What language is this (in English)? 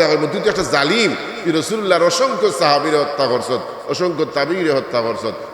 Sylheti